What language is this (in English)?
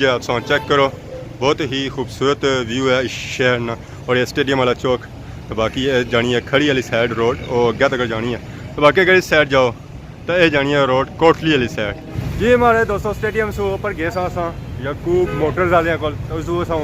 Pahari-Potwari